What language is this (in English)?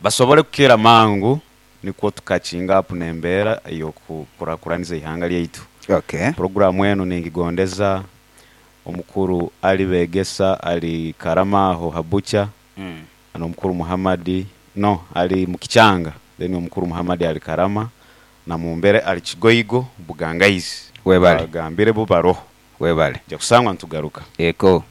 Nyoro